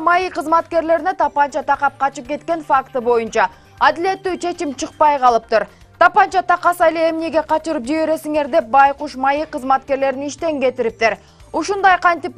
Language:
Kyrgyz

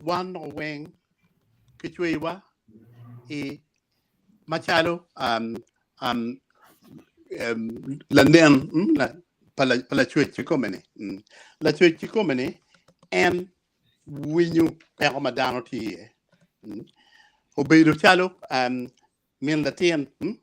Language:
Acoli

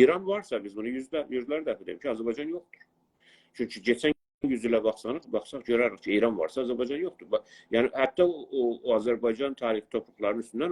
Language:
South Azerbaijani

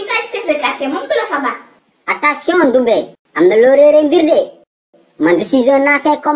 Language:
Wolof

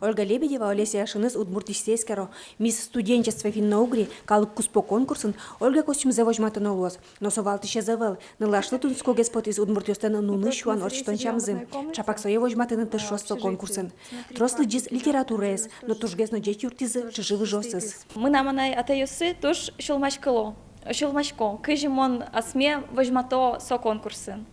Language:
Udmurt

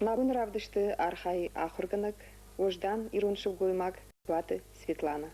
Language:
Ossetic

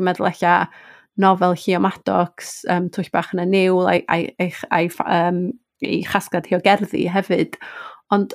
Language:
Welsh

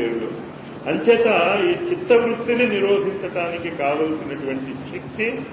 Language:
Telugu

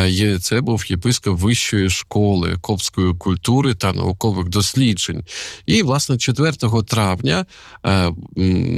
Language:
Ukrainian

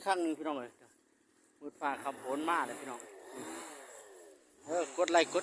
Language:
Lao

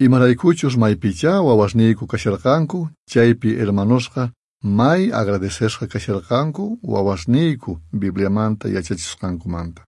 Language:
South Bolivian Quechua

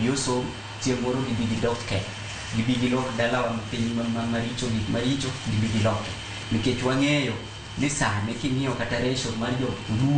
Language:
Luo (Kenya and Tanzania)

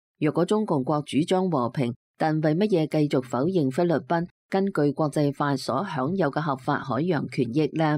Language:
Cantonese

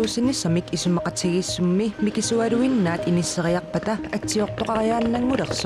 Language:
Kalaallisut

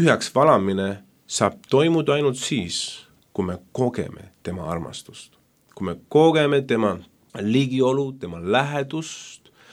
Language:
Estonian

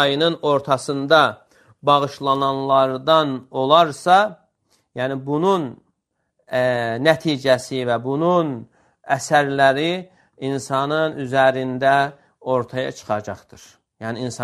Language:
Azerbaijani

